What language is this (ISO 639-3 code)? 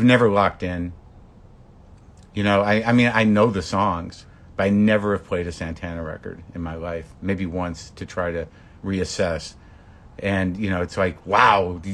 eng